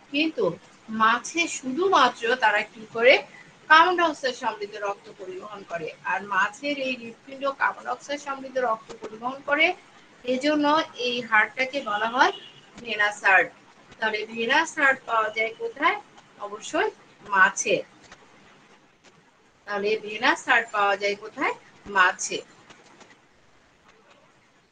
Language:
Bangla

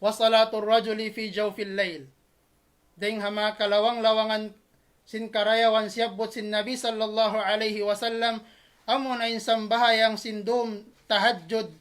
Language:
Tausug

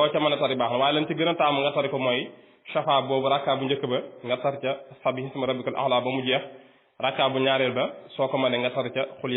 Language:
Wolof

